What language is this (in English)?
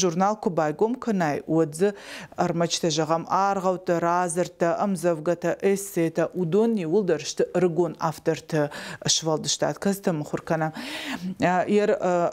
Ossetic